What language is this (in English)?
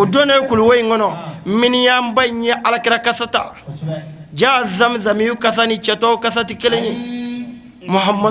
Bambara